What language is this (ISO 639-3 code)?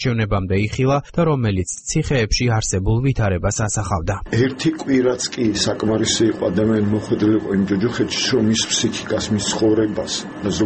kat